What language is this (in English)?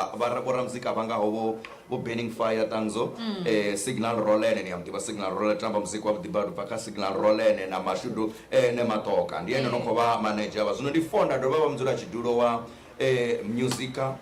Venda